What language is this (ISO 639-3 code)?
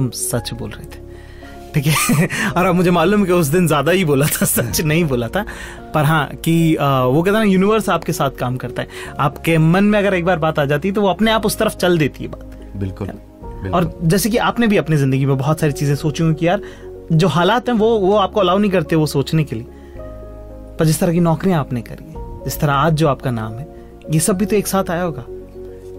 hin